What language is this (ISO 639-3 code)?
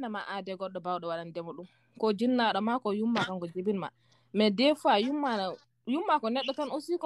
ful